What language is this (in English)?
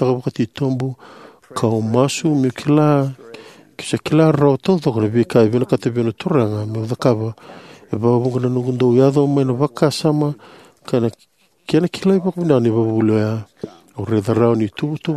Fijian